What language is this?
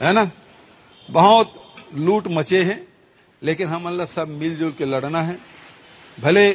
Chhattisgarhi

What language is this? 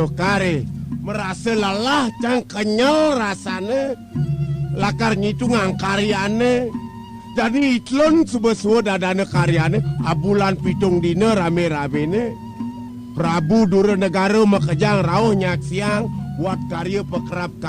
Balinese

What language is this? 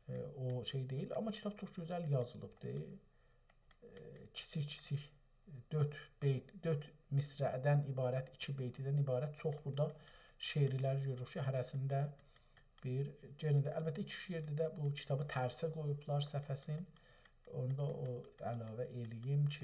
South Azerbaijani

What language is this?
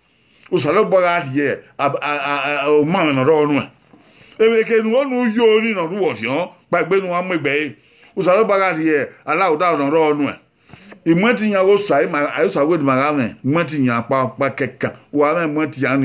Bini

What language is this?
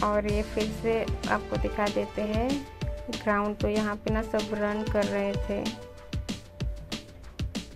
Hindi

